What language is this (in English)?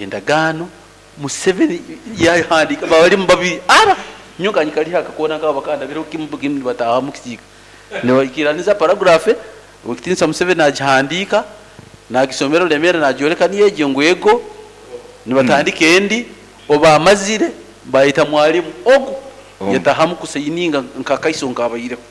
Nyoro